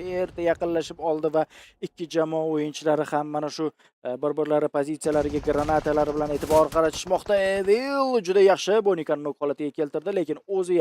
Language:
Uzbek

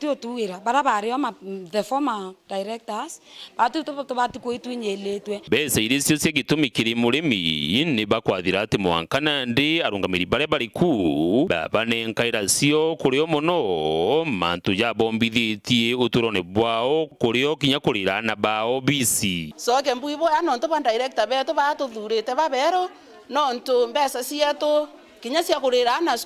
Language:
Meru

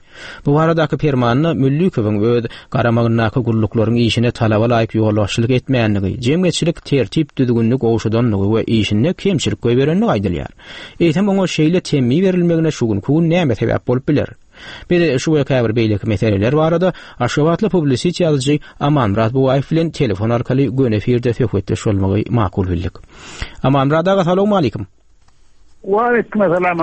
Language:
Turkmen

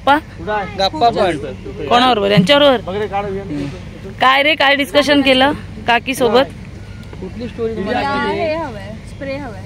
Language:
Marathi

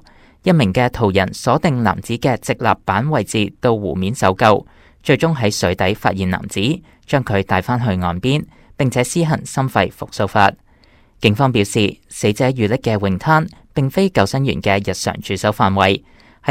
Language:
Cantonese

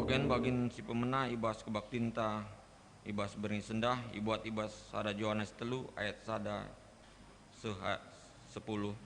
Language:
Batak Karo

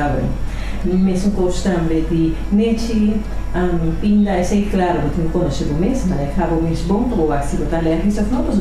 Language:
Papiamento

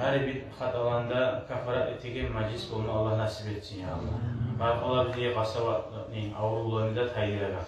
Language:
Kumyk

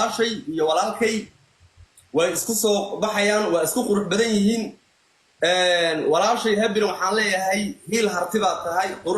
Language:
Somali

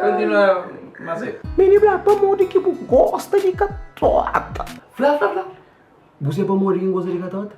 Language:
Kabuverdianu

